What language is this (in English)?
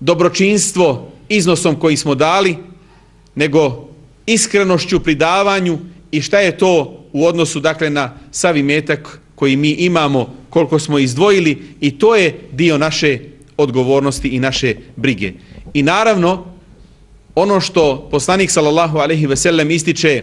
Bosnian